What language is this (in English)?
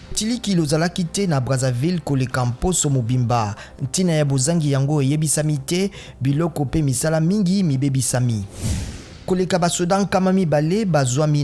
Lingala